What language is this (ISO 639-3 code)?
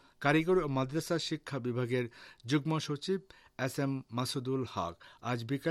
ben